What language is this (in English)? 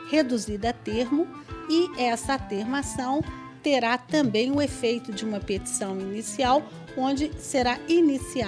Portuguese